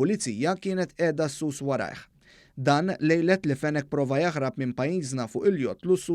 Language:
Maltese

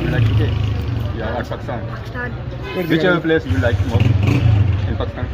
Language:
Pahari-Potwari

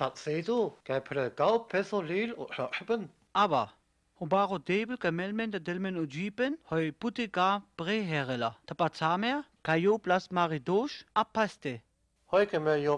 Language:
Sinte Romani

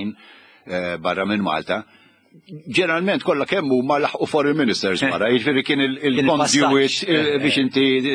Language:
Maltese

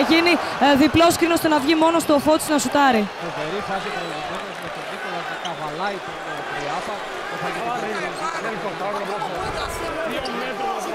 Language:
Greek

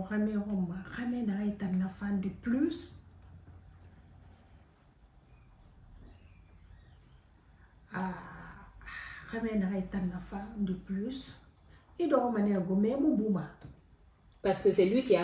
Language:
French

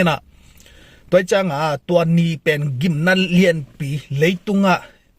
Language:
Tedim Chin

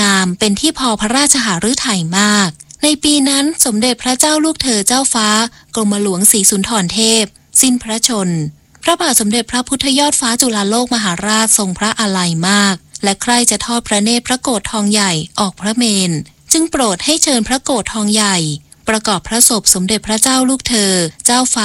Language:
Thai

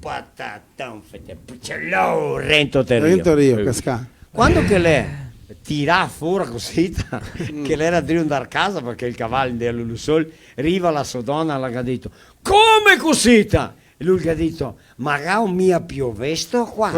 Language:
Venetian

